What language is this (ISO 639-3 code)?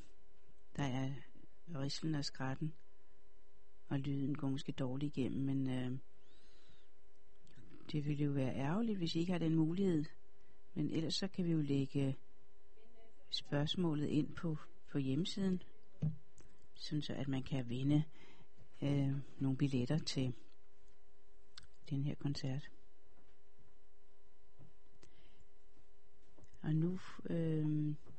dan